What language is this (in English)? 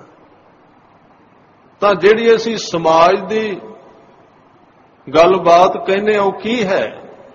Punjabi